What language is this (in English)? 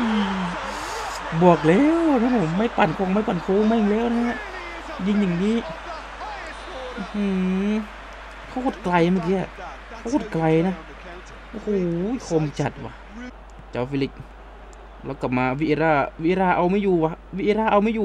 Thai